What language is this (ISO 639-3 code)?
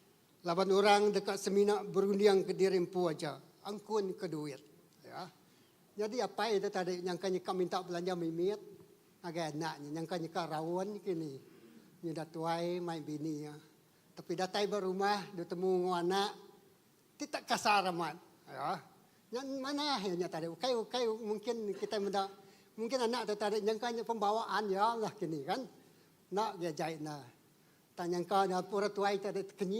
iba